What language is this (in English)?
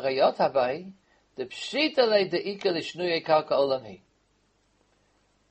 Hebrew